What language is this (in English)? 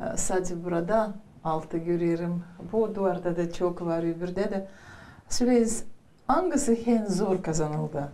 Gagauz